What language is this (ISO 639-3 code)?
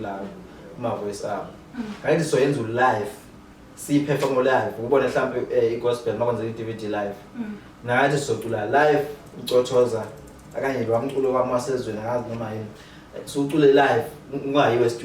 zul